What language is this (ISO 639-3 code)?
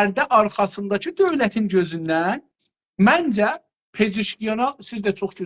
azb